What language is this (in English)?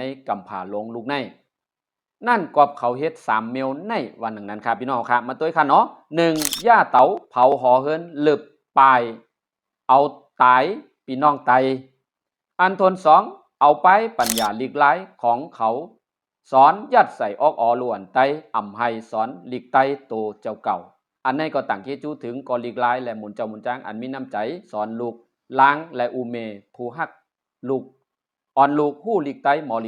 Shan